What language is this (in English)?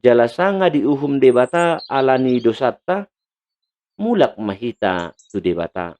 Batak Toba